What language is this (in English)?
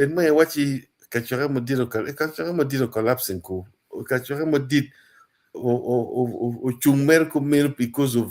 Acoli